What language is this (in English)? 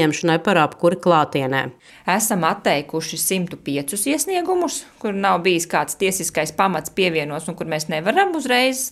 Latvian